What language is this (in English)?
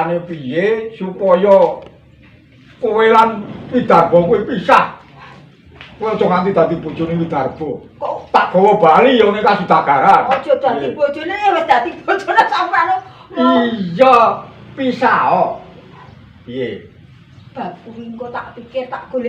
Javanese